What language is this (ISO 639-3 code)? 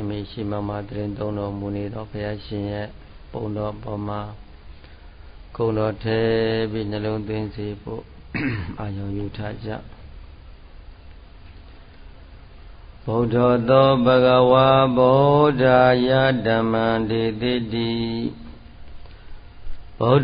mya